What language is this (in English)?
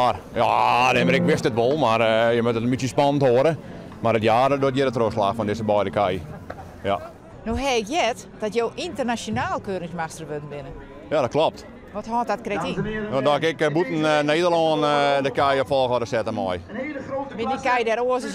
Western Frisian